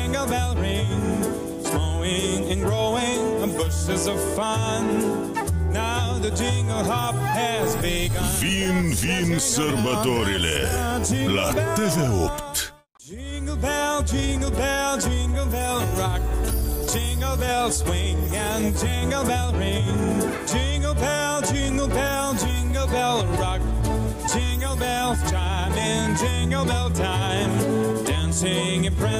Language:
Romanian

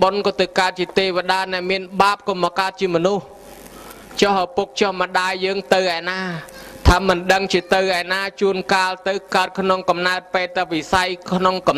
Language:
Khmer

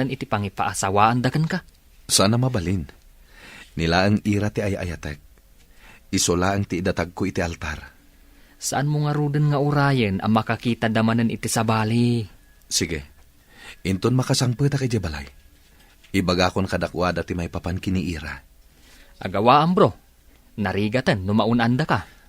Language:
Iloko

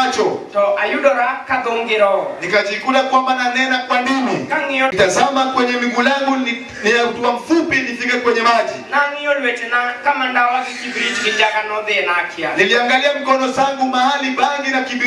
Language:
Luo (Kenya and Tanzania)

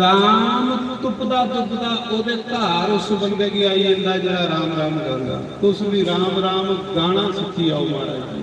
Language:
Dogri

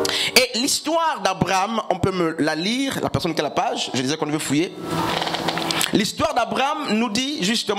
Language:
French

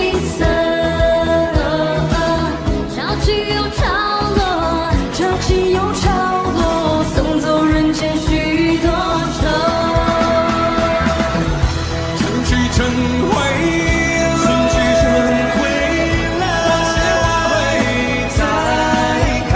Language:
Chinese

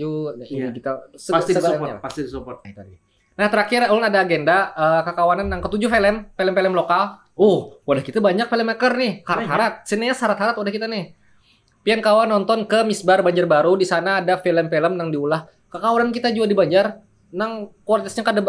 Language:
Banjar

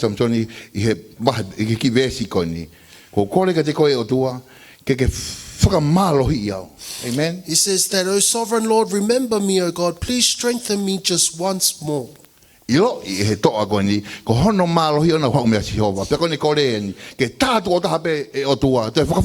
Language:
Tongan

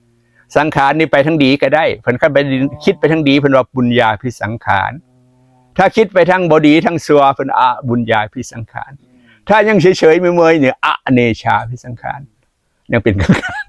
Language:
Lao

